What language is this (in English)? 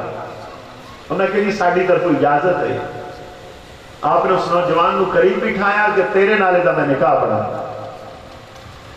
Urdu